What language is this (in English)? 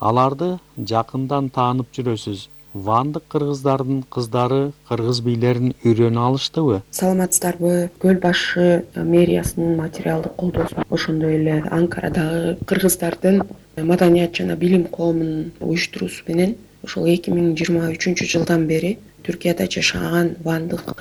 Kyrgyz